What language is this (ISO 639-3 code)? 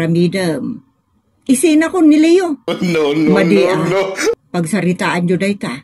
ilo